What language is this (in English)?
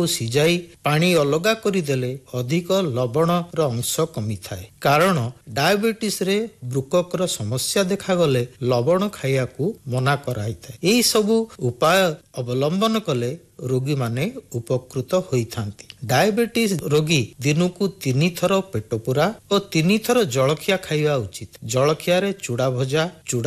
Odia